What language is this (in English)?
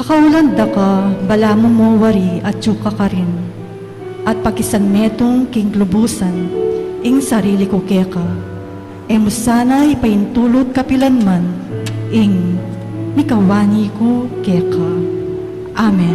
Pampanga